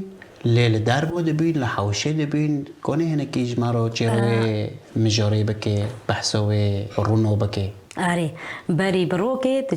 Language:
Kurdish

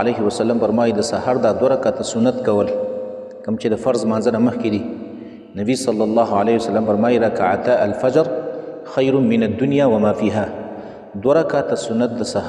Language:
Pashto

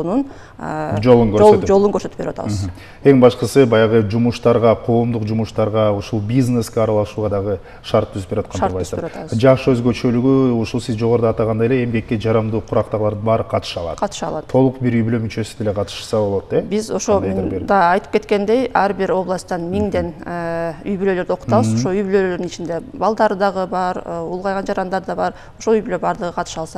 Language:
Kyrgyz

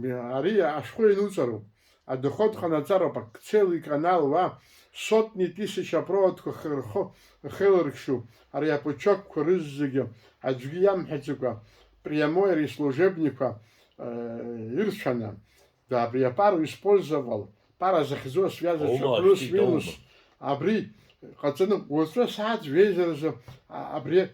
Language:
Abkhazian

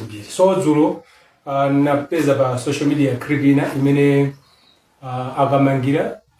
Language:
Nyanja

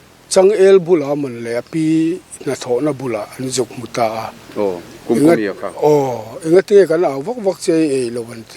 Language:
Mizo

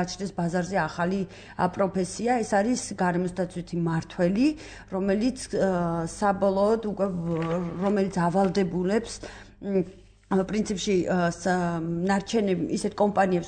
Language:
Georgian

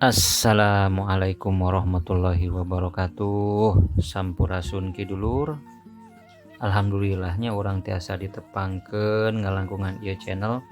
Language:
Sundanese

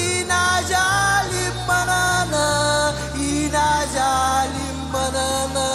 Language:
Marshallese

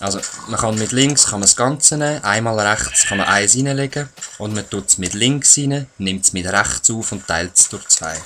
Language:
Swiss German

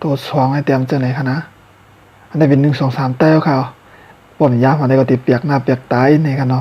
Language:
Shan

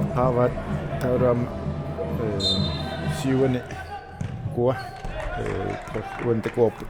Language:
Kalaallisut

